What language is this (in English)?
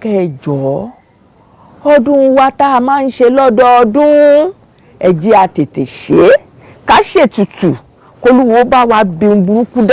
Yoruba